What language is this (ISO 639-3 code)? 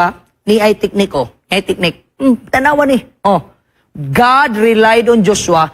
ceb